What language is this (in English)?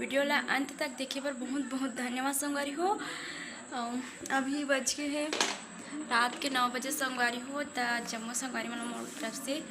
Chhattisgarhi